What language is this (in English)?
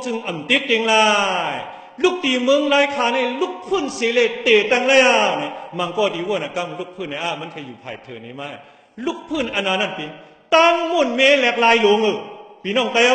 Shan